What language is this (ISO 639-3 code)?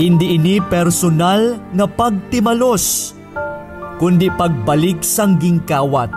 hil